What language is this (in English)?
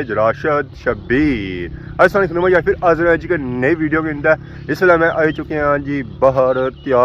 Pahari-Potwari